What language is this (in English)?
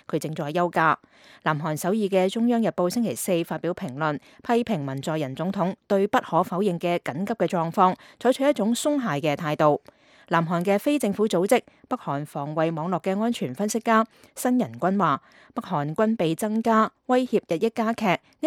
Cantonese